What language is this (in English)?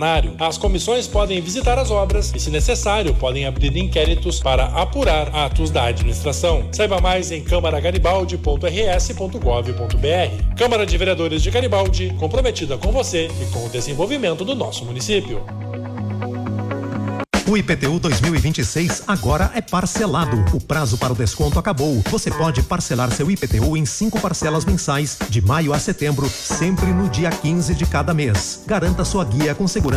Portuguese